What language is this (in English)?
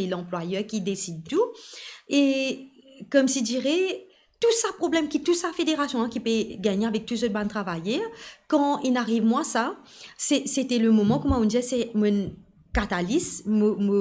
Morisyen